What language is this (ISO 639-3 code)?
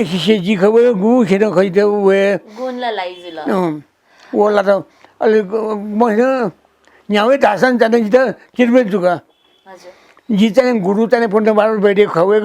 new